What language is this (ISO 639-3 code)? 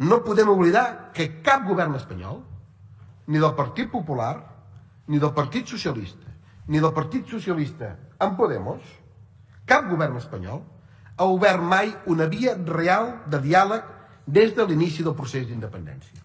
cat